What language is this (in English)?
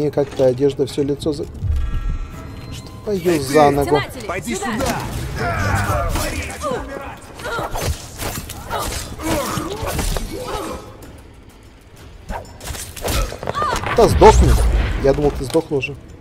Russian